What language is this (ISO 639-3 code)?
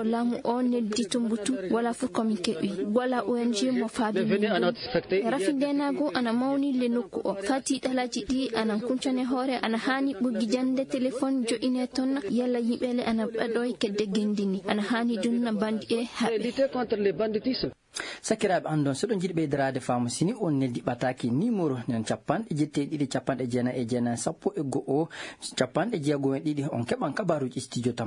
ful